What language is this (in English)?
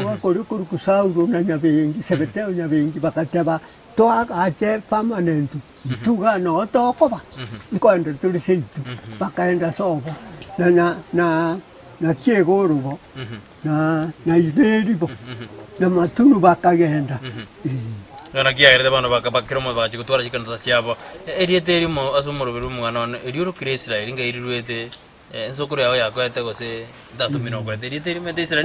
Gusii